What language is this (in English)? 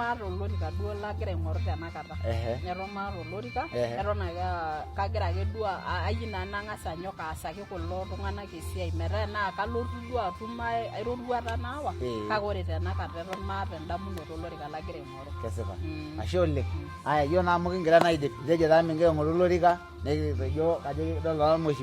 Masai